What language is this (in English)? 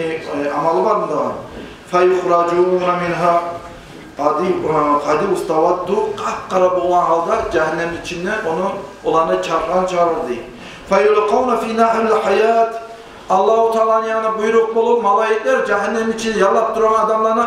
Kumyk